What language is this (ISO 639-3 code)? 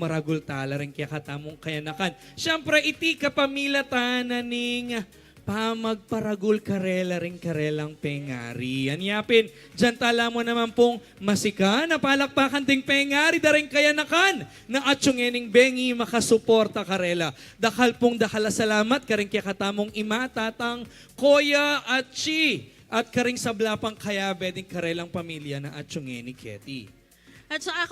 pam